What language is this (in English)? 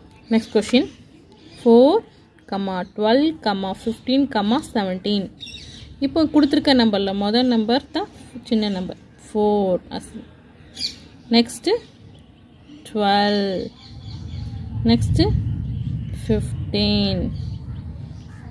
Tamil